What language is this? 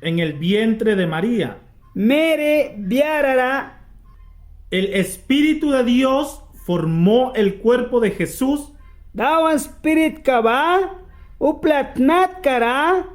Mískito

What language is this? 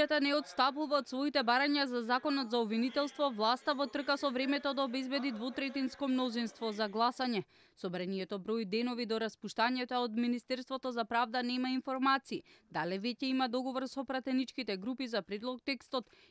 Macedonian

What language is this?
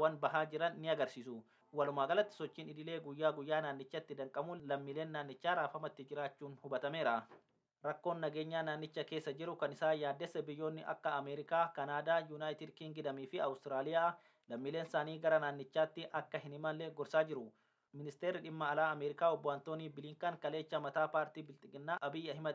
Oromo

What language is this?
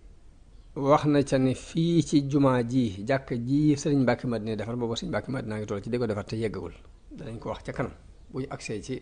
Wolof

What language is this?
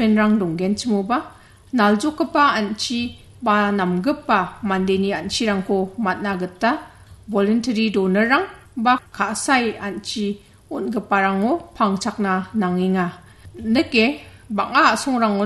Garo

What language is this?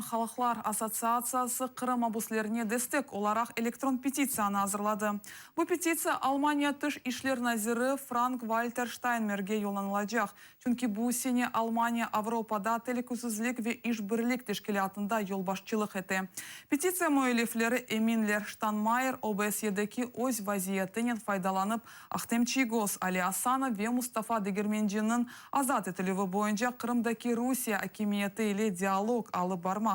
Crimean Tatar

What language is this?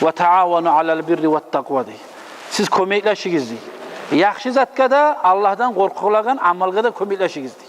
Kumyk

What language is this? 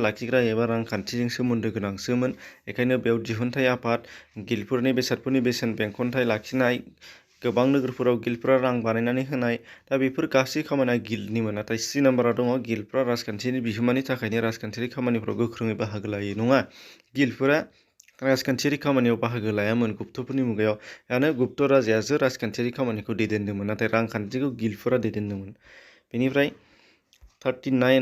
Bodo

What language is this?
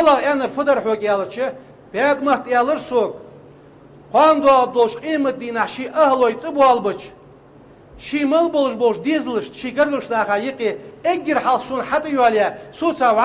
Ingush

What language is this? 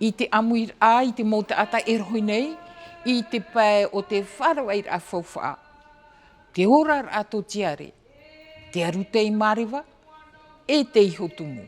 Tahitian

